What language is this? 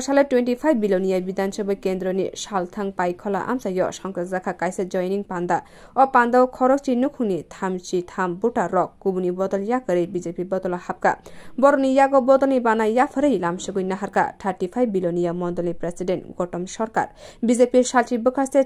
Kok Borok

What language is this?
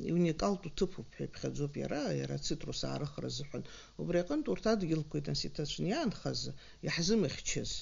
Abkhazian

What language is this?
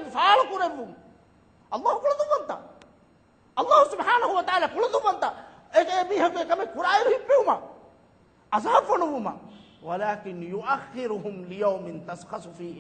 Divehi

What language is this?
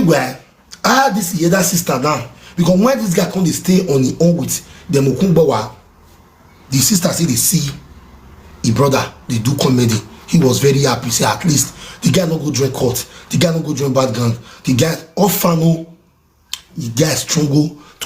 Nigerian Pidgin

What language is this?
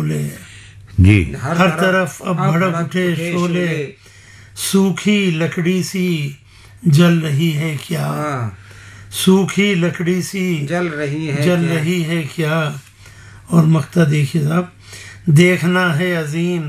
Urdu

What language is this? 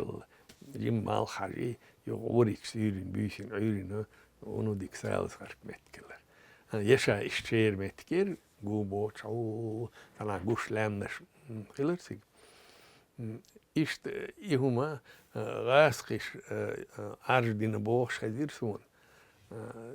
Chechen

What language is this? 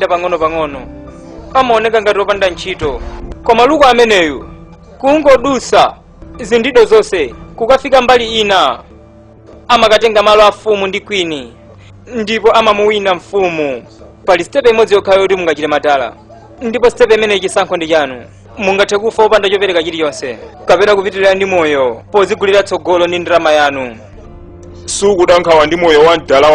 Nyanja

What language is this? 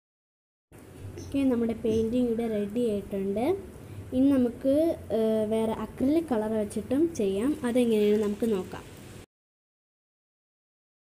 Malayalam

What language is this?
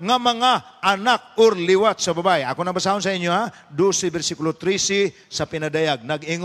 Cebuano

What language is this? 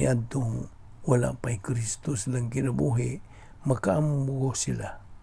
Cebuano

